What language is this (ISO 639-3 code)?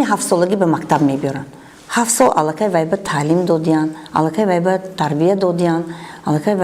tgk